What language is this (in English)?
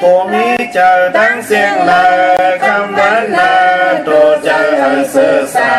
Shan